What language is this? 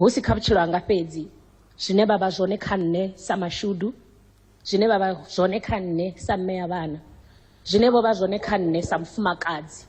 Venda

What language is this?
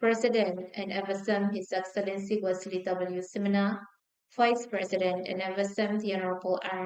Pohnpeian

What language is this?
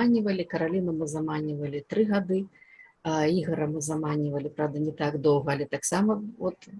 Belarusian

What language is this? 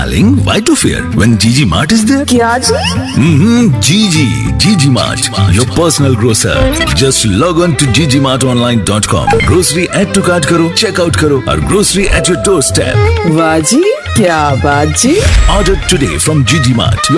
Hindi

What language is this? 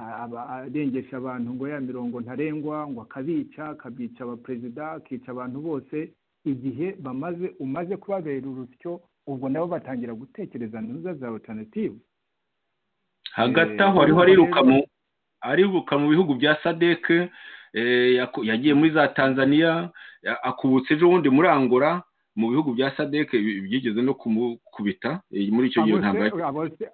Kinyarwanda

